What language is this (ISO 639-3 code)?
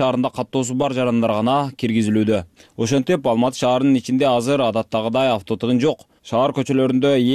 kir